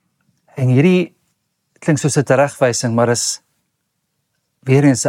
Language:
Afrikaans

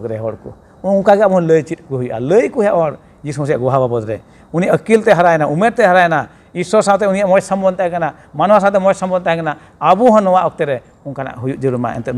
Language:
Santali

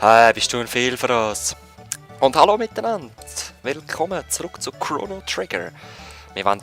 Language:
Swiss German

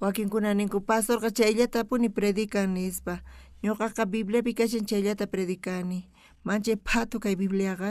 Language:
South Bolivian Quechua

